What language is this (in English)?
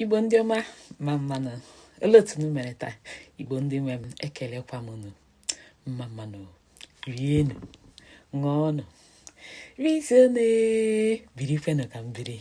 Igbo